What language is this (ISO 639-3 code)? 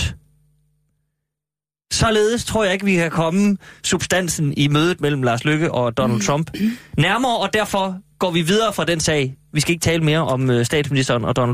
dan